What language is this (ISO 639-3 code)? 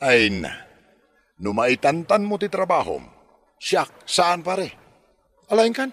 ilo